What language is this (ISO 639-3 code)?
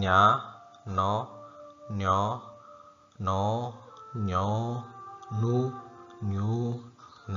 sin